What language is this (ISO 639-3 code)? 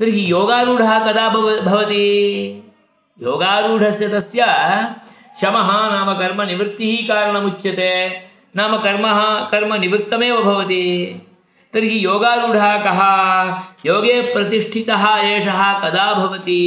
san